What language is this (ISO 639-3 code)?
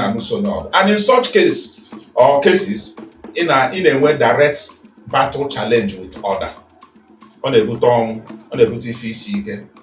ibo